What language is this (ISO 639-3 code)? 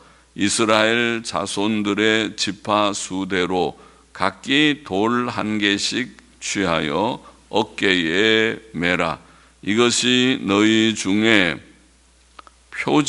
kor